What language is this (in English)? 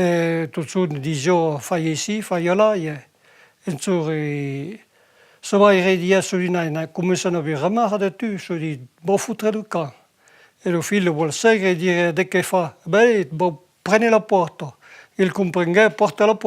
Occitan